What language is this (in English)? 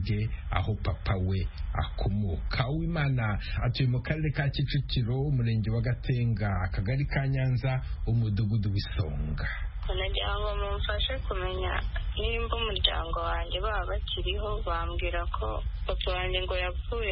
Kinyarwanda